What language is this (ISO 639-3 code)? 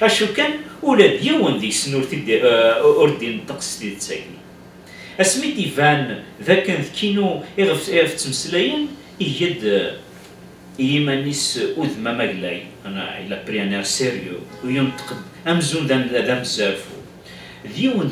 kab